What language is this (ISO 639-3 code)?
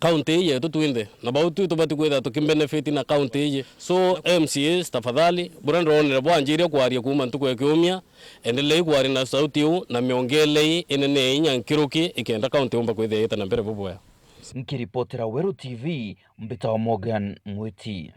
mer